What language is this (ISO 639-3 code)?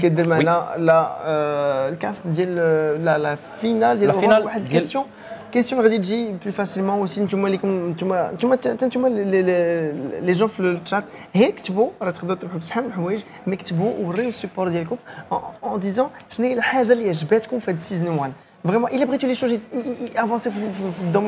ary